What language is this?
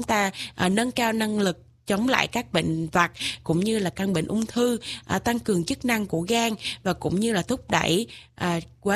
Vietnamese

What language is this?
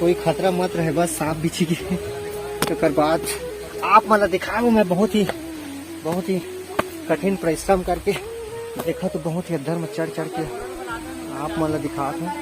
Chhattisgarhi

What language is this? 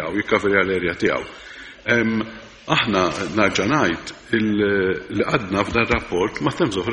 Maltese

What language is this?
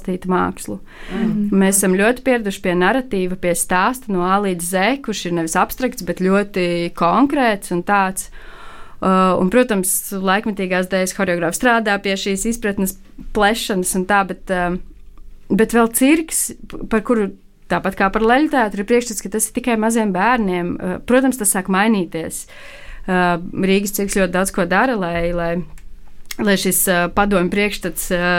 Latvian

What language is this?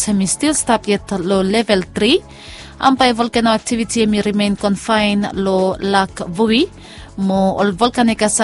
Bislama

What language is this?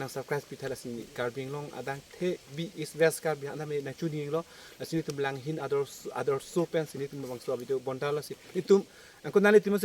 Karbi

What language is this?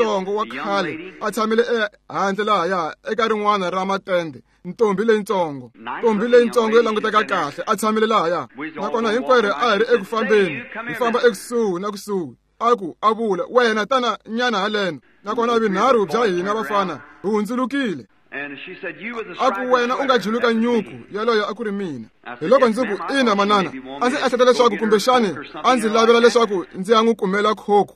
Tsonga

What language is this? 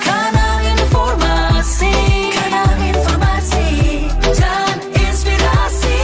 Manado Malay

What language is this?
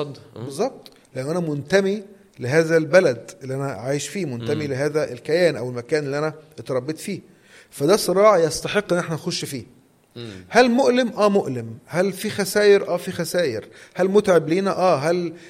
Egyptian Arabic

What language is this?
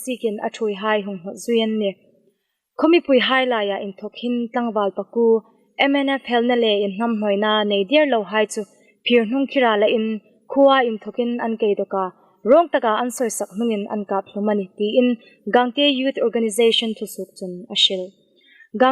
Hmar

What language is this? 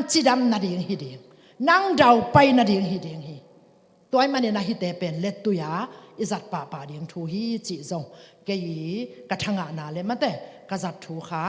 Tedim Chin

